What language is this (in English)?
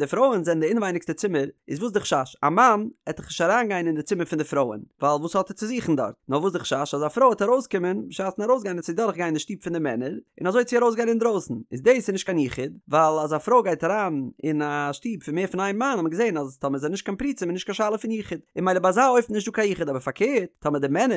Yiddish